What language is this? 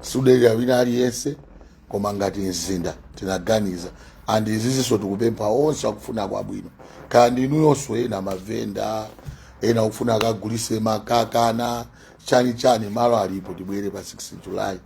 Nyanja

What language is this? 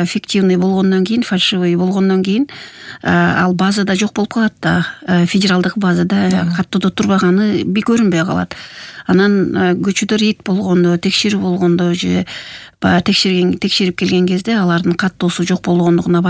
Kyrgyz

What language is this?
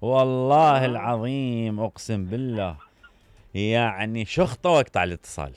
Mesopotamian Arabic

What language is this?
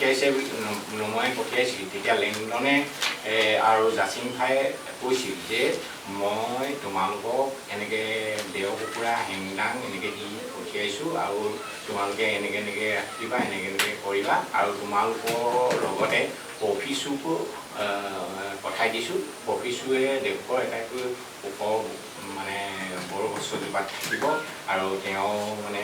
Assamese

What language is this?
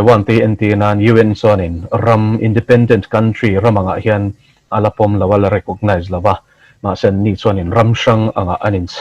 Mizo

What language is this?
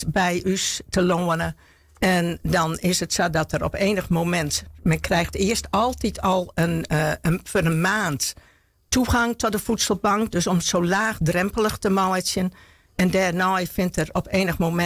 Western Frisian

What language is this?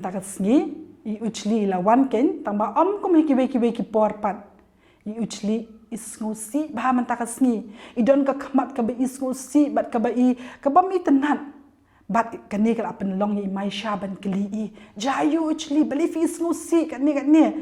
Khasi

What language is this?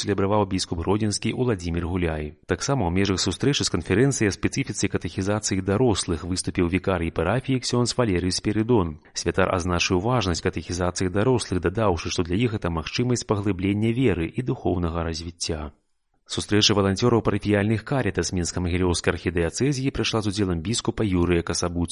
Belarusian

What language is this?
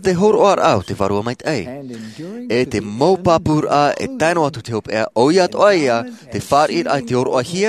Tahitian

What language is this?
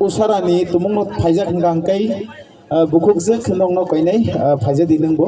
Kok Borok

